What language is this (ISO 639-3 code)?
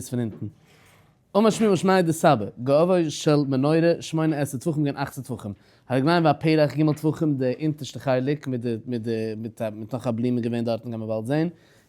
yid